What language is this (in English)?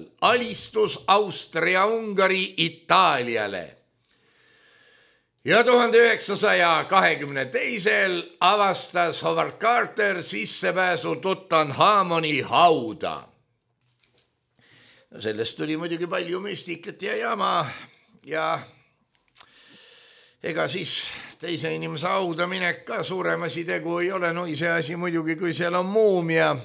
Estonian